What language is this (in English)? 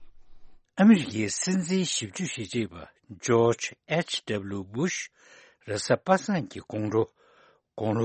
Tibetan